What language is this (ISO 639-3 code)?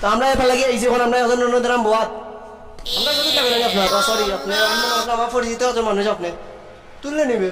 syl